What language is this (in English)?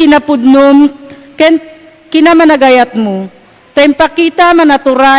Iloko